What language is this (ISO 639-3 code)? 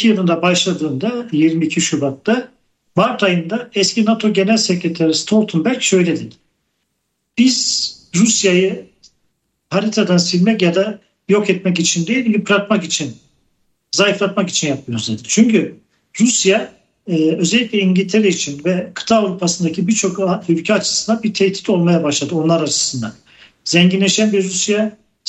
tur